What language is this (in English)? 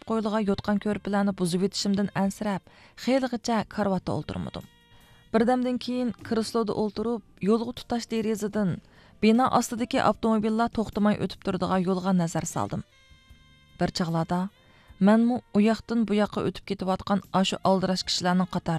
Uyghur